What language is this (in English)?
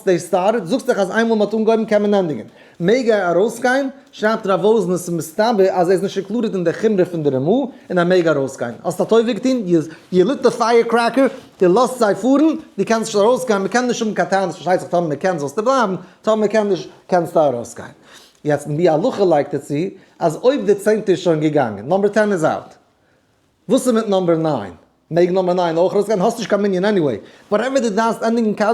Yiddish